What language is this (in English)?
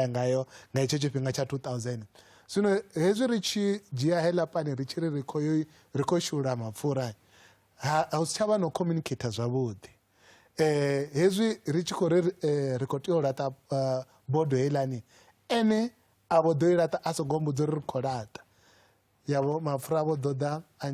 Venda